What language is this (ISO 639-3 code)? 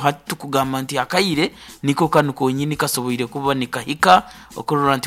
nyn